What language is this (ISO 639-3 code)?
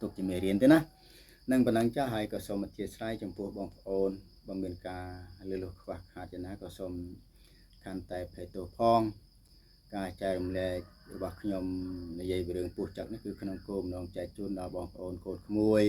khm